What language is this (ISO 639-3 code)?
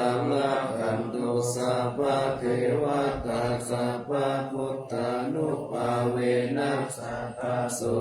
pli